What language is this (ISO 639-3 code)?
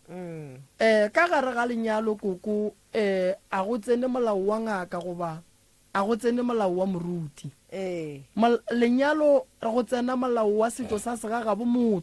nso